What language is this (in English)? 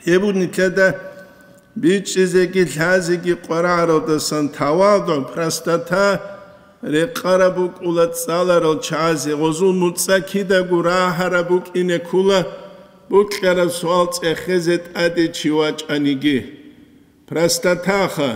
Avaric